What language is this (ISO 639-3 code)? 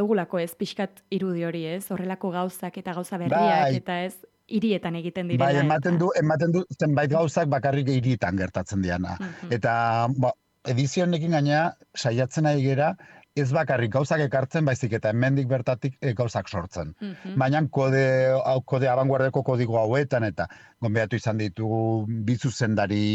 eus